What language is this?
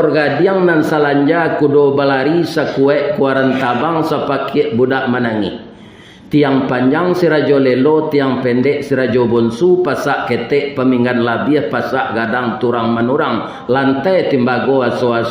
Minangkabau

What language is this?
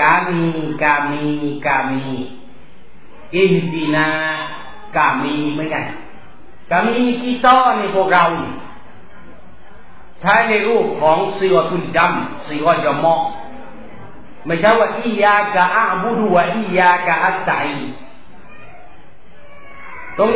Thai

